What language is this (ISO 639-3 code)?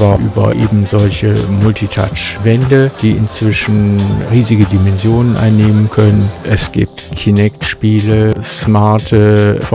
deu